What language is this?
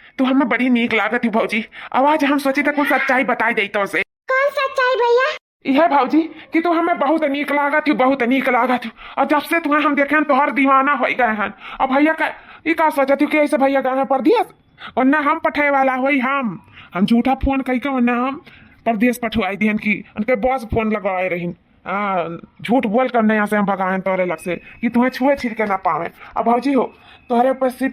Awadhi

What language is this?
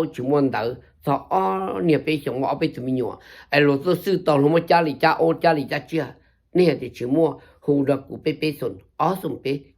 Hmong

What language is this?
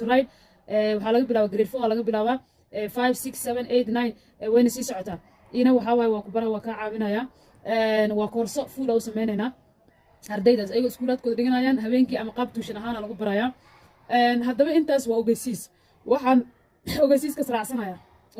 Somali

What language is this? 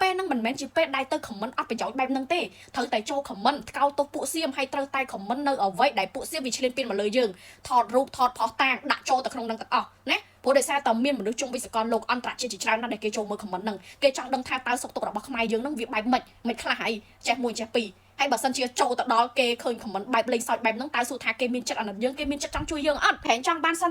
Khmer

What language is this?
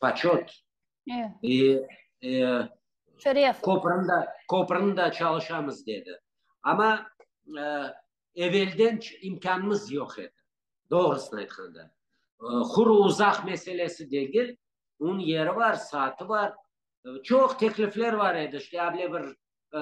Crimean Tatar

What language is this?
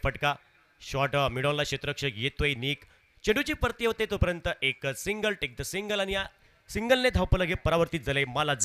Marathi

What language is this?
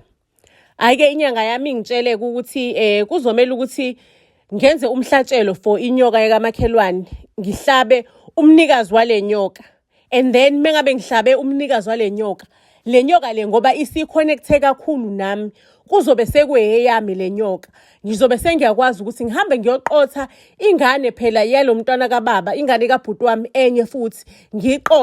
Zulu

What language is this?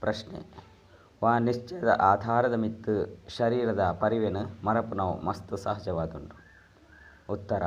Tulu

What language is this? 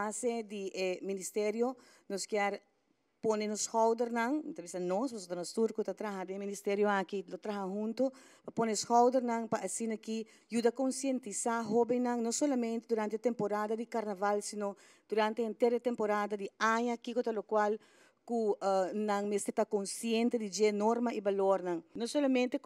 Papiamento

